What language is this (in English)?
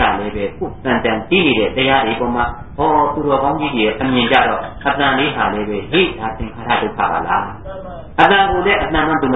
Burmese